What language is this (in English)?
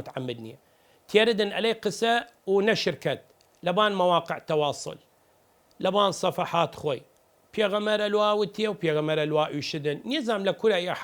Southern Kurdish